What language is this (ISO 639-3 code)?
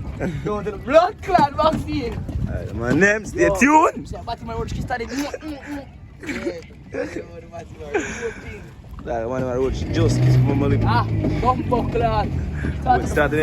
jam